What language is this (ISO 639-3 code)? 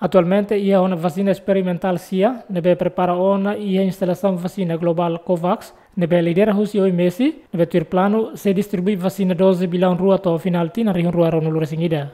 tet